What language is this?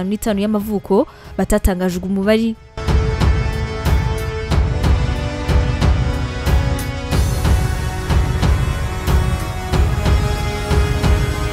Kinyarwanda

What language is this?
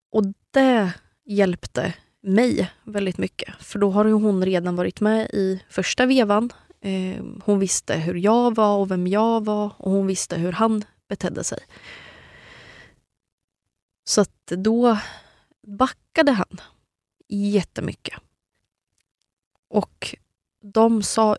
Swedish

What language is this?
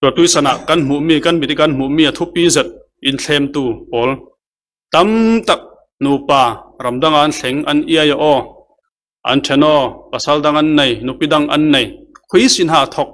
Falam Chin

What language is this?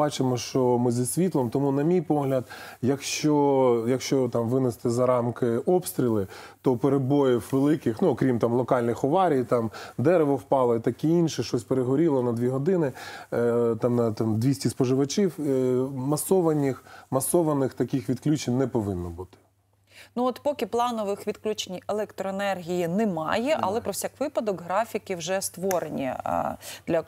Ukrainian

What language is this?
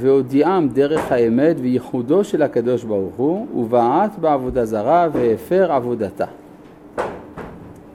Hebrew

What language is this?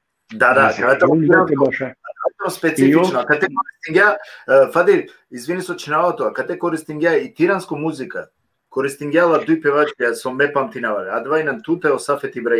Balkan Romani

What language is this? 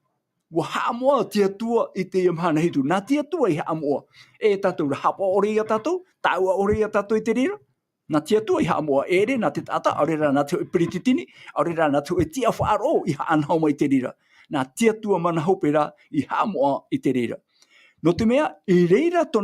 Tahitian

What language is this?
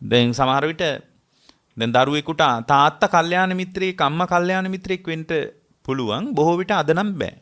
Sinhala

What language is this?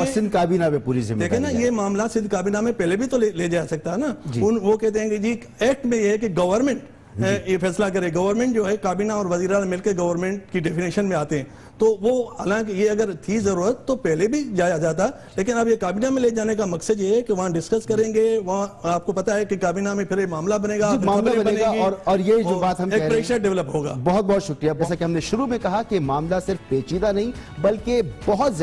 Urdu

